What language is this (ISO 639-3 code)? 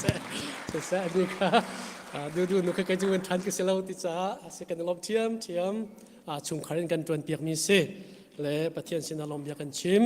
cnh